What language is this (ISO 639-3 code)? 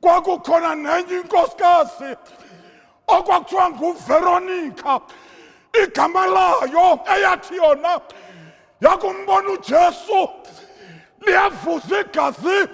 zul